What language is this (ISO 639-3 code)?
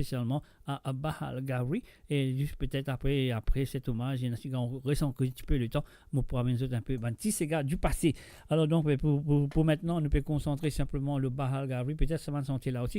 mfe